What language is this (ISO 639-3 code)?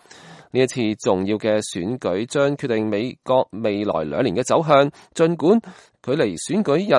yue